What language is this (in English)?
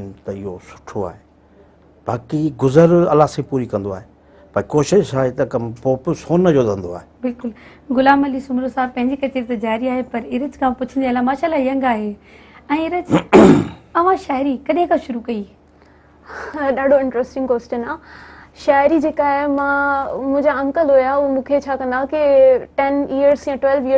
Sindhi